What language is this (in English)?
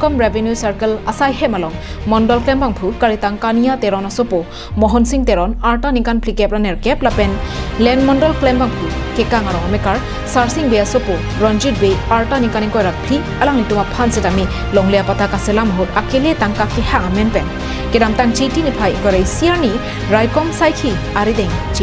Karbi